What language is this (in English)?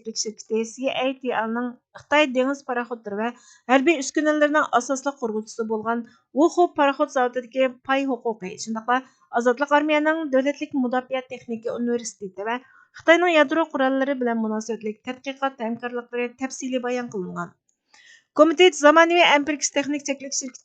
Uyghur